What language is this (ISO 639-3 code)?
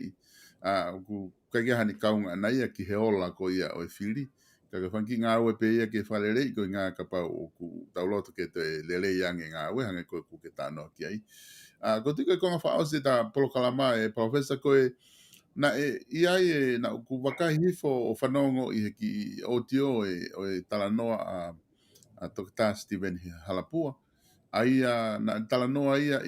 ton